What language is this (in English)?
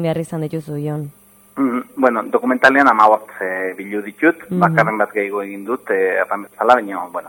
Basque